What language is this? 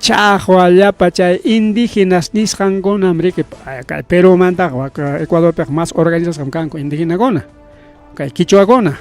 Ayacucho Quechua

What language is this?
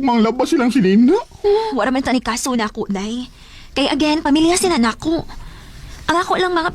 Cebuano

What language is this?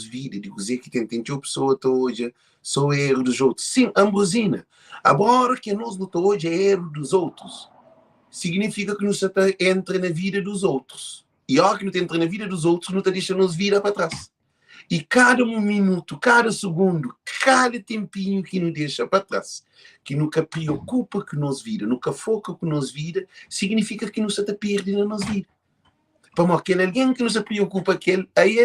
Kabuverdianu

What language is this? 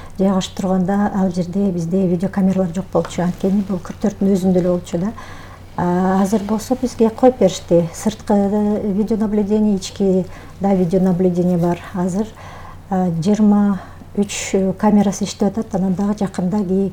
Kyrgyz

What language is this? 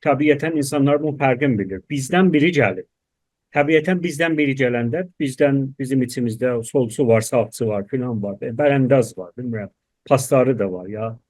South Azerbaijani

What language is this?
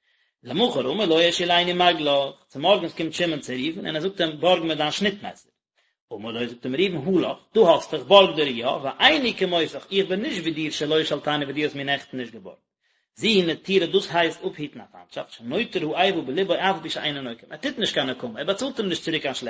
Yiddish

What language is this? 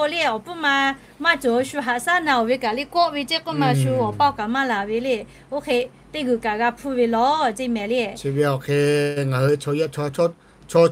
Lahu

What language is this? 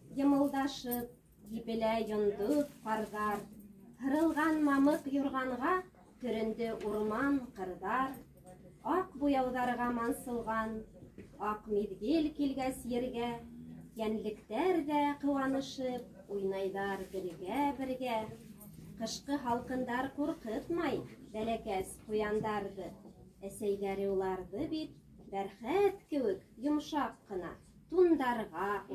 Bashkir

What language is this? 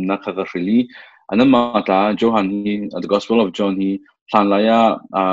Falam Chin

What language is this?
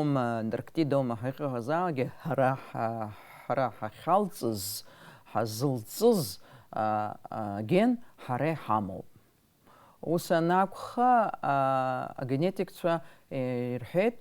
Abkhazian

